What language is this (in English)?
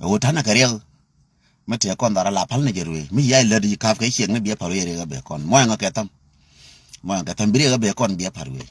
Nuer